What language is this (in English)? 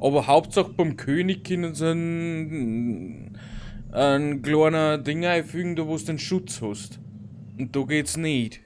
Bavarian